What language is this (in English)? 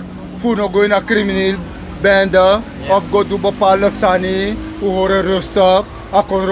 Sranan Tongo